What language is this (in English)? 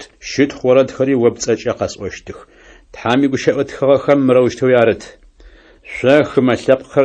Adyghe